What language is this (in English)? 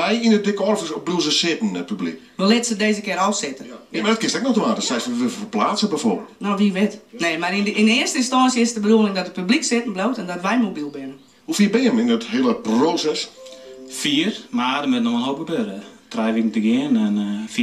Western Frisian